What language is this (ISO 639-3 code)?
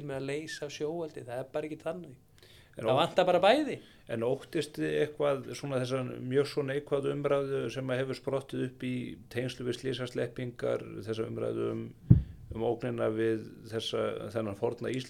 isl